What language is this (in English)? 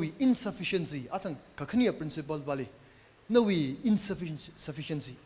Tangkhul Naga (India)